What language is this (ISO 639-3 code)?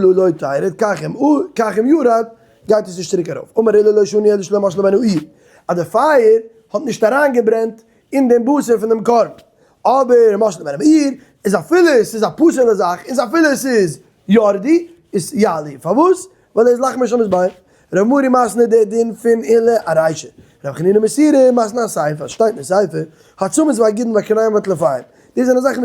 yid